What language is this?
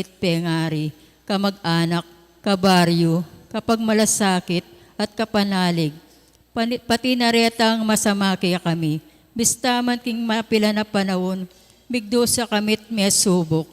Pampanga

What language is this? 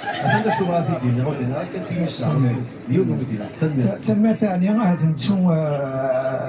Kabyle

